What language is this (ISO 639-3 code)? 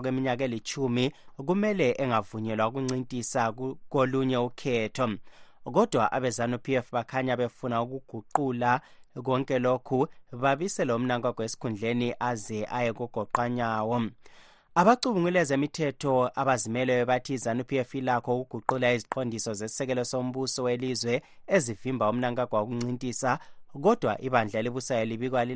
nde